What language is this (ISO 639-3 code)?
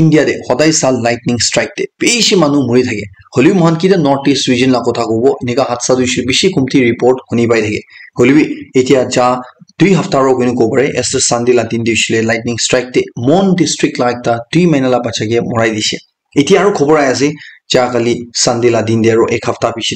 nag